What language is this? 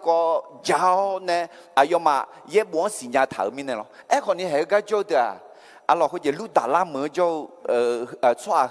Akha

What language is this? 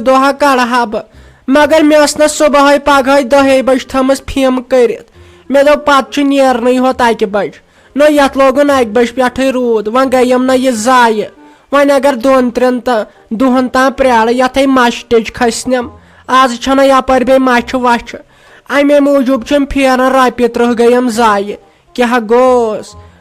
Kashmiri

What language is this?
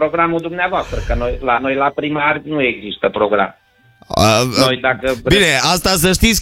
Romanian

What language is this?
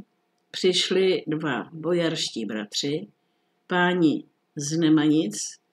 Czech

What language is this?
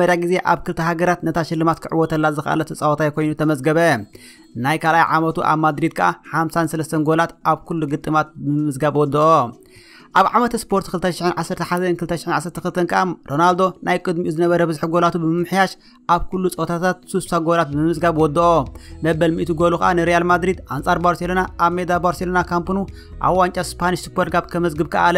Tigrinya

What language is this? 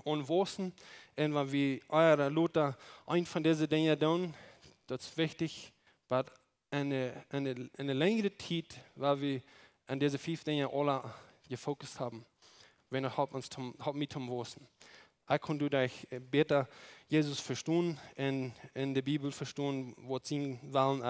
Plautdietsch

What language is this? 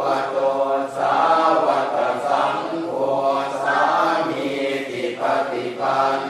Pali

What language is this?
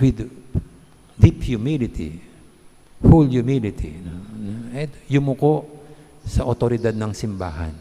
Pampanga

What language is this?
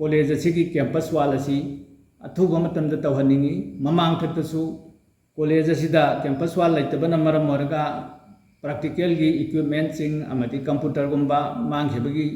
Manipuri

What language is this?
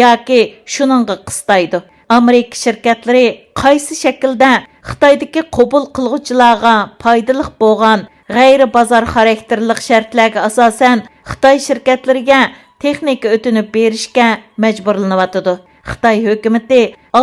Uyghur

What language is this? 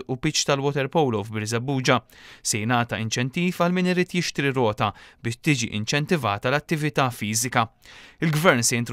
Maltese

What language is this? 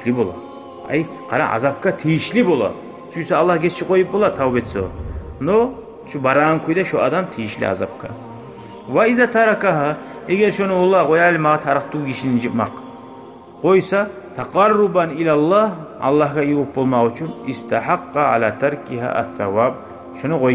Kumyk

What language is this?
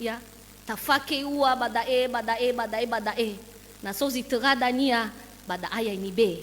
Nias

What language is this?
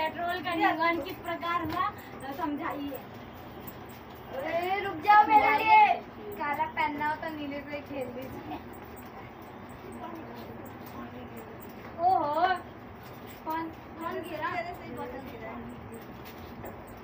Hindi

